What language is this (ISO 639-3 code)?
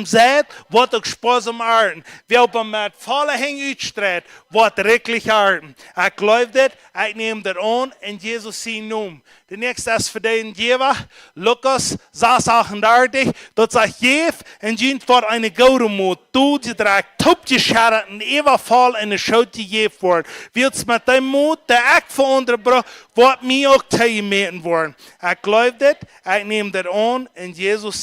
pdt